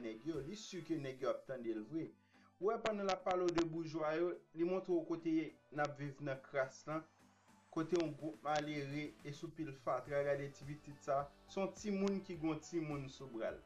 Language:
Haitian Creole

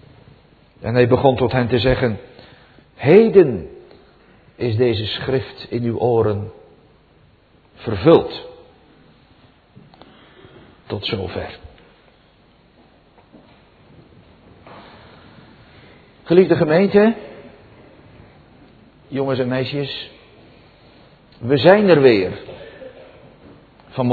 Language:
Dutch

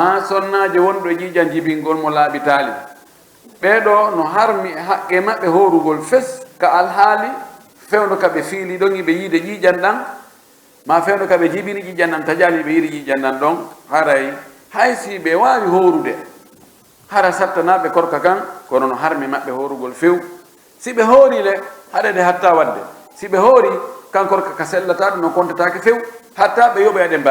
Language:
Pular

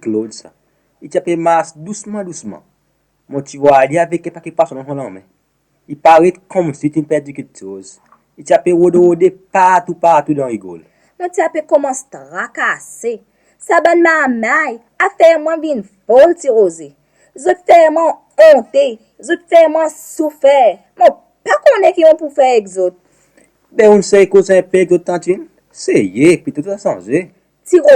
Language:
Seselwa Creole French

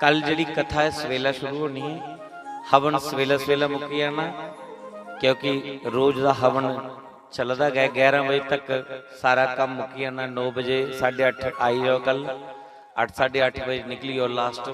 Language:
Dogri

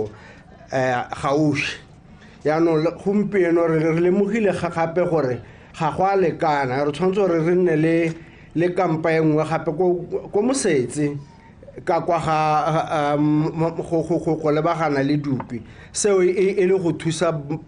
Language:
Tswana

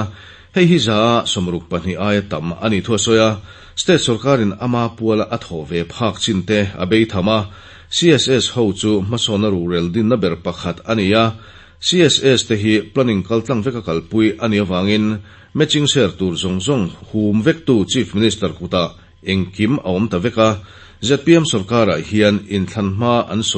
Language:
Mizo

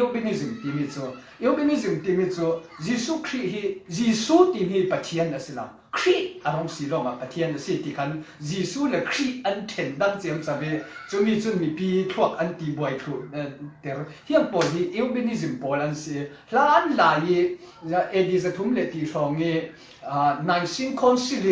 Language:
Falam Chin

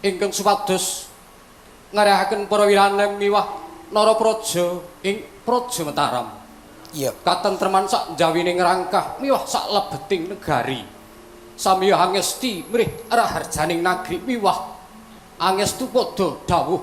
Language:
Javanese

